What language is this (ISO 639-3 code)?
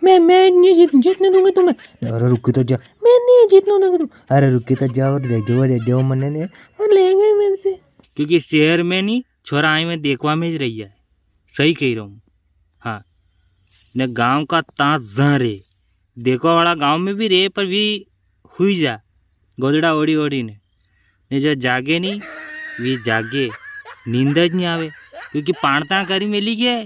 raj